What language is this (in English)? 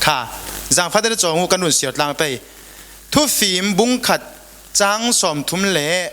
Falam Chin